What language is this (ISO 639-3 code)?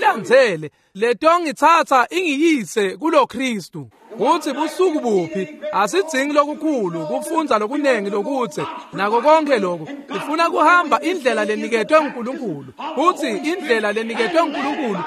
ssw